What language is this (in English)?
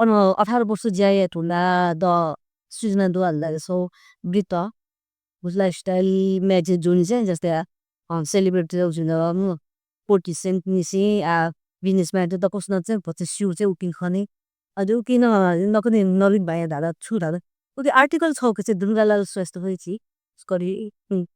Newari